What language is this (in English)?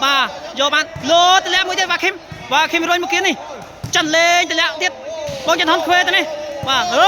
Khmer